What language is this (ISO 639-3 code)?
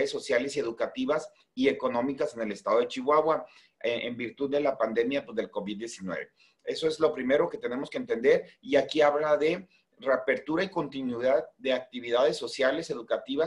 spa